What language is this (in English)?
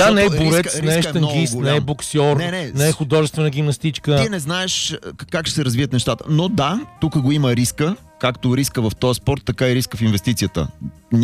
Bulgarian